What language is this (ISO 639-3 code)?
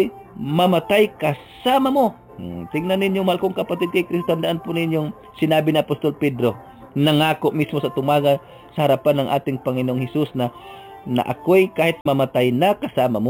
fil